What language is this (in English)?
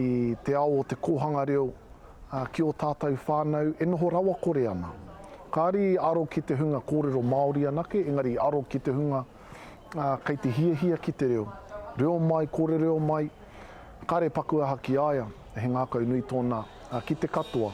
Māori